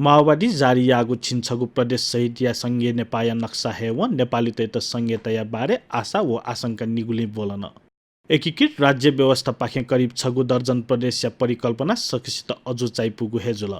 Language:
Newari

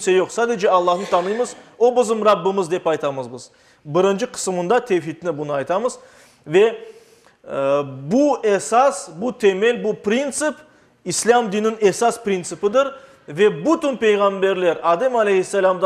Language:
Crimean Tatar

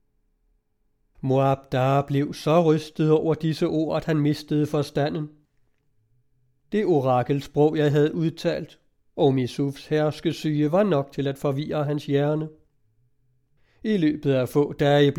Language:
Danish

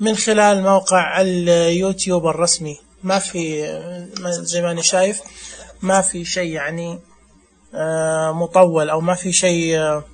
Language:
Najdi Arabic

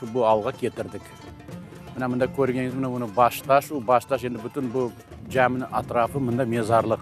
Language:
Crimean Tatar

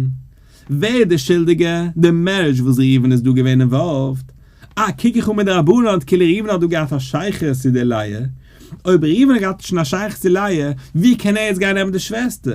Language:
Yiddish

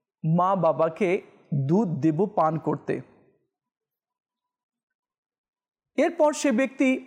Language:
Bangla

